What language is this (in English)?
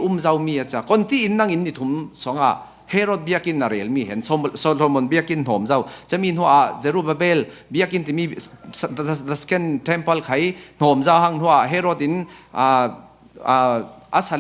Falam Chin